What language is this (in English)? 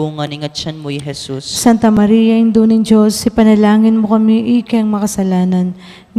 Pampanga